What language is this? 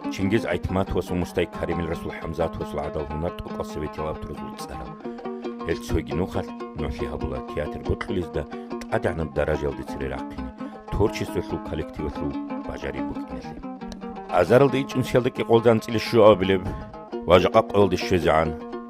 Avaric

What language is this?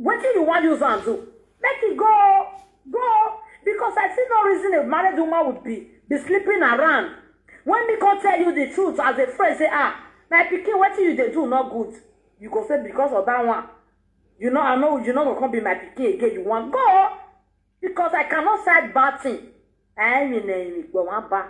Nigerian Pidgin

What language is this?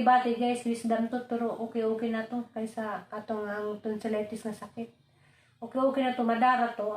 Cebuano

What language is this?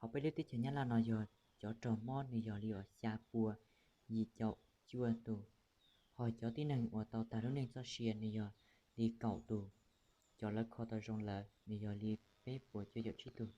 Hmong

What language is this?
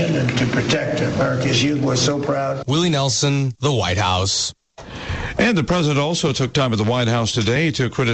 English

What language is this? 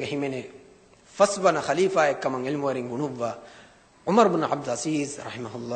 Divehi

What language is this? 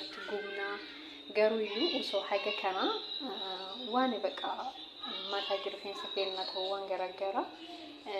Oromo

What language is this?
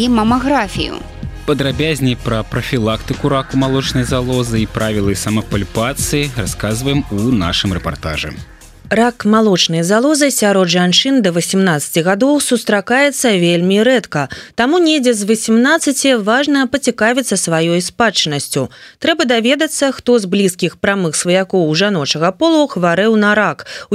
Belarusian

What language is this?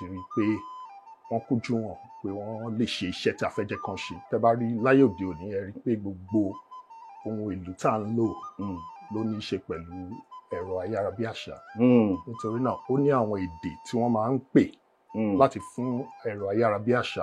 Yoruba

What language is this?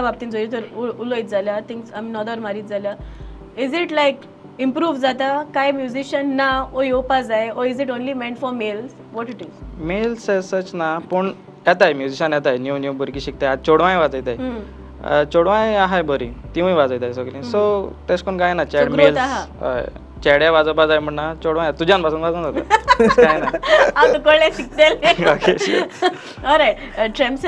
Konkani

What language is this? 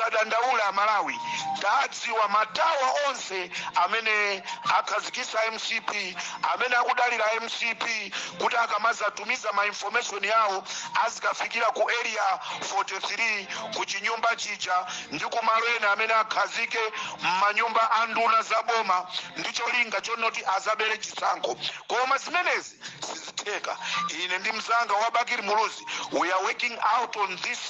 Nyanja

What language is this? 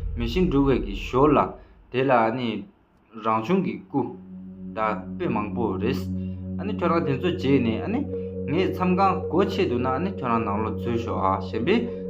Tibetan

